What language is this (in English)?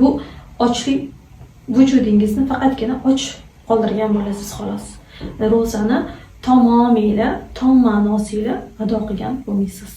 Uzbek